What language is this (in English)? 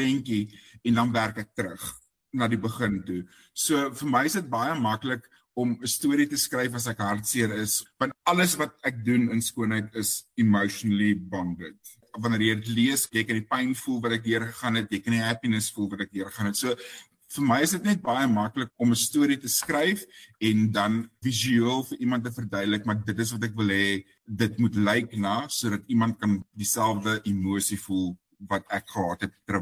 Afrikaans